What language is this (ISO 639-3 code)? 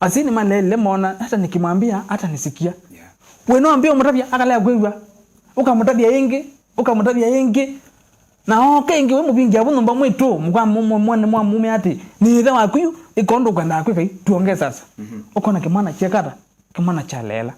kam